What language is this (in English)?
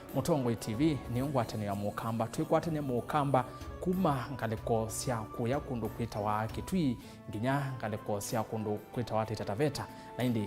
Kamba